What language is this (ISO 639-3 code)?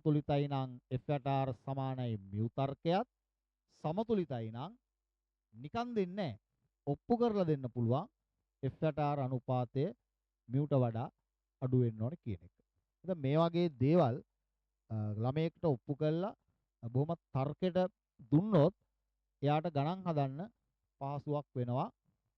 sin